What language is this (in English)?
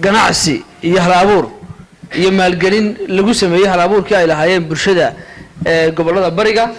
Somali